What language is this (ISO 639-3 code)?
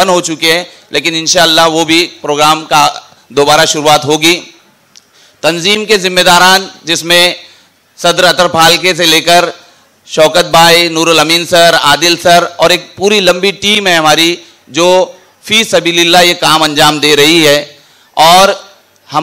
hin